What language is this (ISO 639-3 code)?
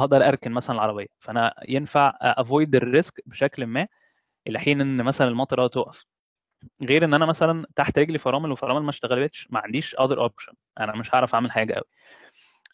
arz